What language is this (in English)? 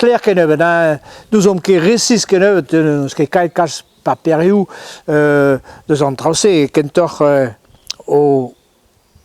Breton